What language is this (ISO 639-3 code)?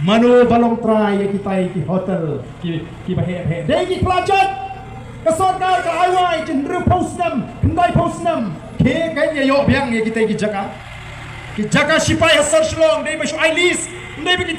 kha